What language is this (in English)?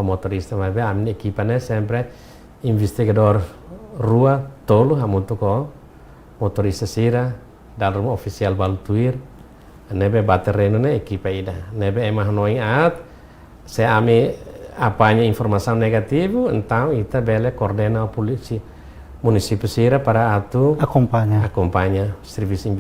Tetum